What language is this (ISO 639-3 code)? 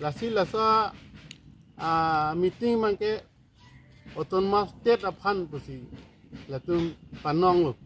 mjw